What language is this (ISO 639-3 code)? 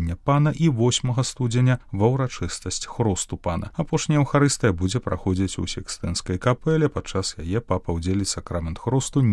bel